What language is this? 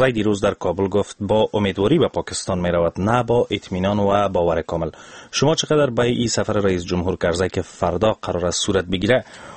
Persian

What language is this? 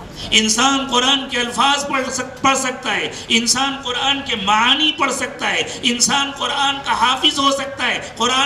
Urdu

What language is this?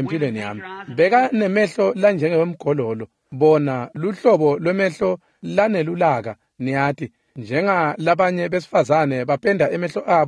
Swati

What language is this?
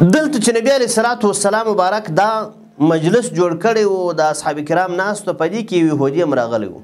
Pashto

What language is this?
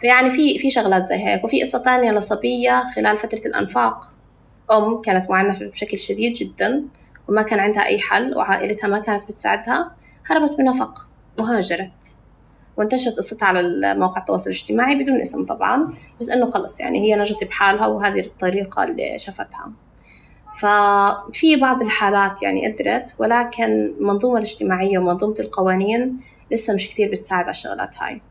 North Levantine Arabic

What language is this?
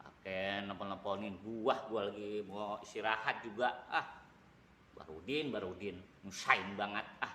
Betawi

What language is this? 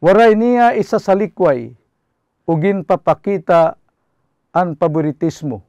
Waray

